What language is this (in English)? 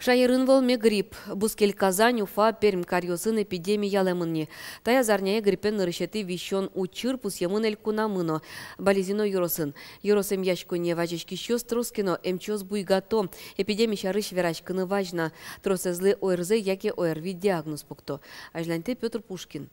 Udmurt